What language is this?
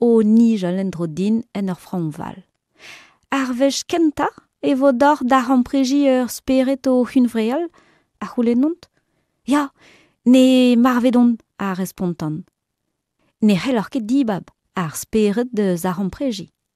Breton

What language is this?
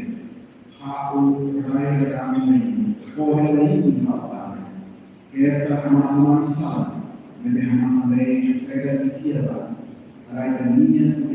Tetum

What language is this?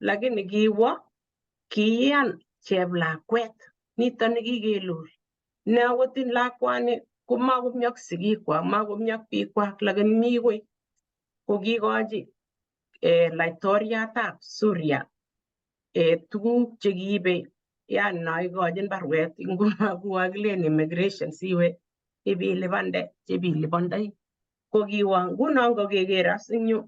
Kalenjin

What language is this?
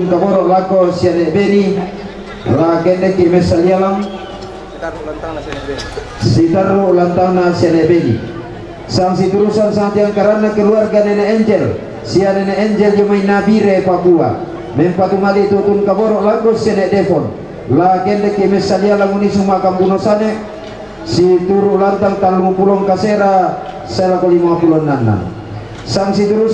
Toraja-Sa'dan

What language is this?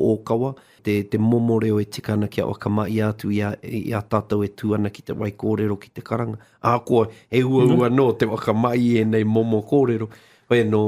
Māori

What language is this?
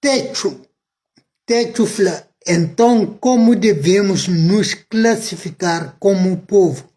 Kabuverdianu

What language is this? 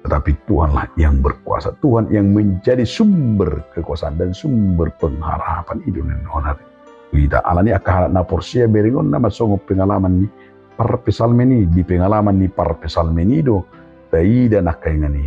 Batak Toba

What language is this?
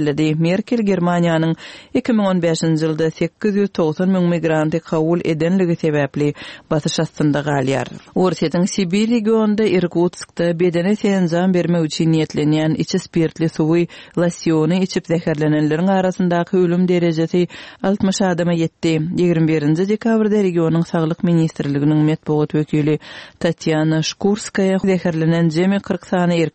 Turkmen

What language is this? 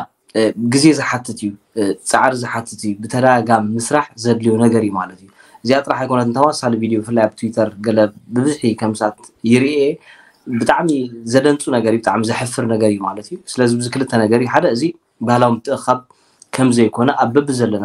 Tigrinya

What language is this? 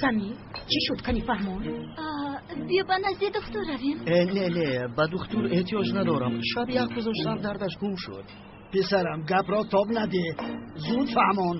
Tajik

